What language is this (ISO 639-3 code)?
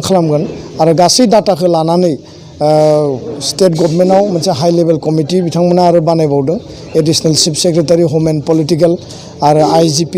brx